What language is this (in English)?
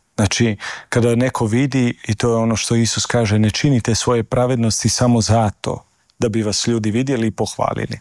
Croatian